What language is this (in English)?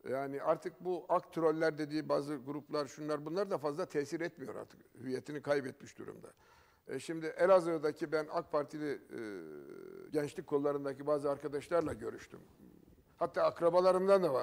Turkish